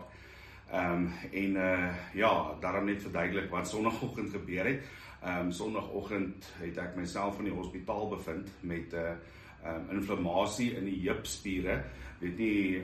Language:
Afrikaans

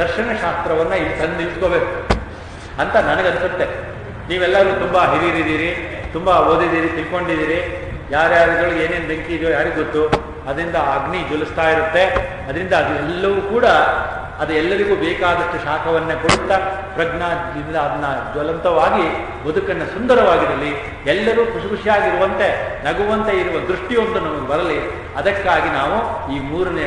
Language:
Kannada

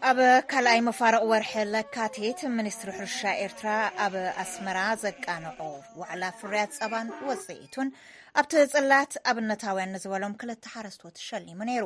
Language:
Tigrinya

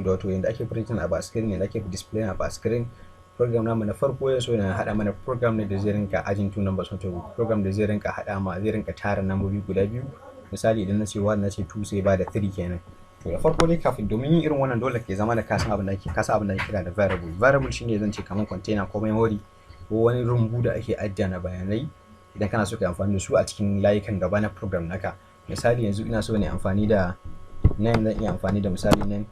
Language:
Hausa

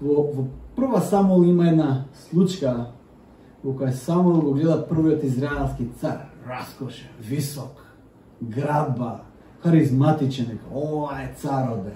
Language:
Macedonian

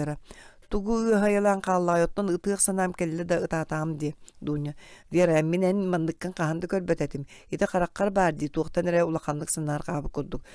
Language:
Yakut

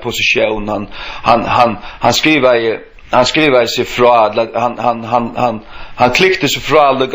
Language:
Faroese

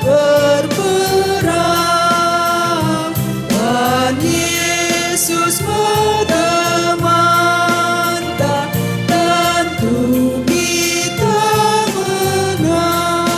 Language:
Batak Karo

